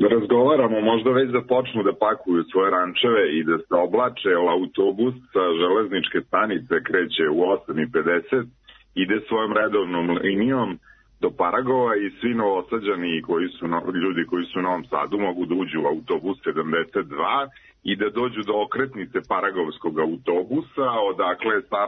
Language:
Serbian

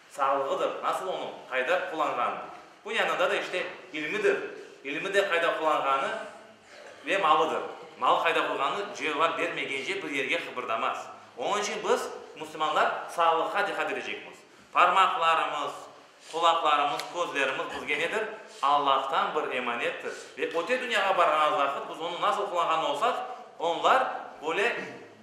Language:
Crimean Tatar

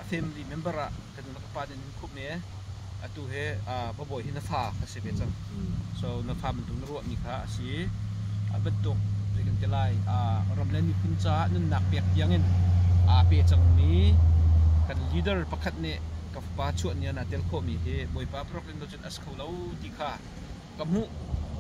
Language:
Hakha Chin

